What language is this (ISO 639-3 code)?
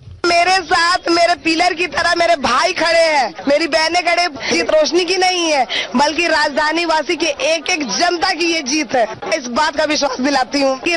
hin